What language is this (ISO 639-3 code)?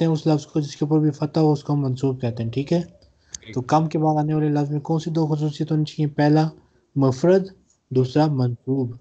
urd